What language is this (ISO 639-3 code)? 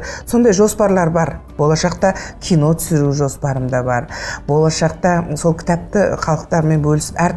kaz